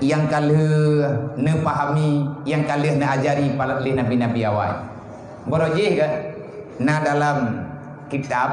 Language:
Achinese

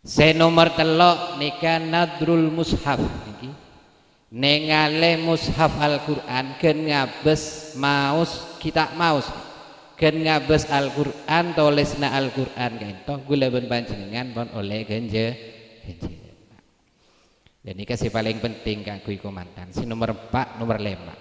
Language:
Madurese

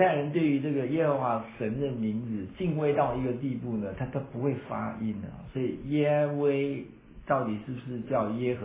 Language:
Chinese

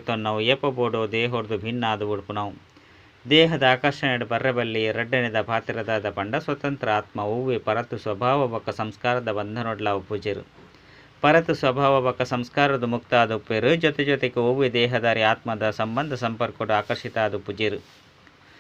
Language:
Tulu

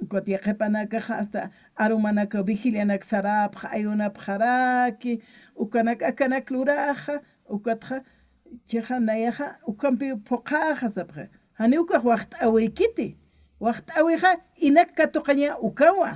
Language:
Aymara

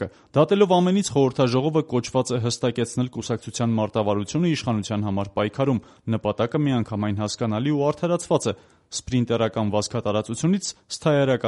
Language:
Armenian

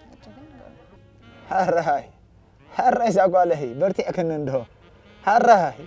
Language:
Tigrinya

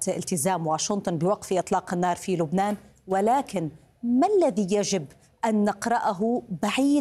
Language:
Arabic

